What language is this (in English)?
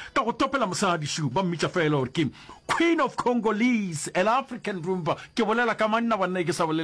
Northern Sotho